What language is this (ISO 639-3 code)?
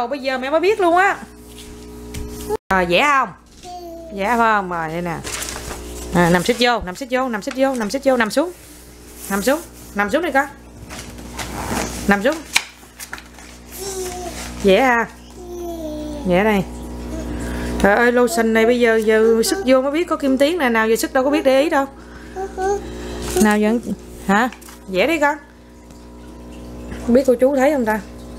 vie